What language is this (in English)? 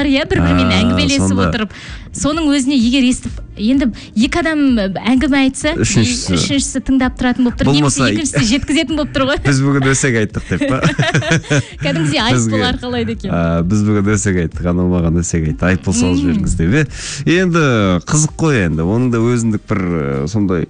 Kazakh